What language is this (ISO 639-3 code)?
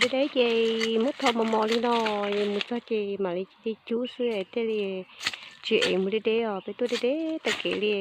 hmn